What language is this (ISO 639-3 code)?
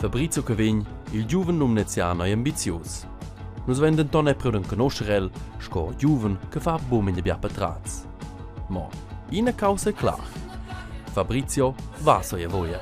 roh